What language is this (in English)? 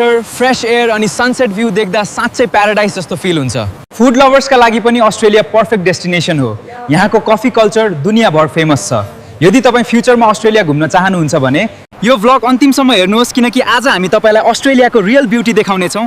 Nepali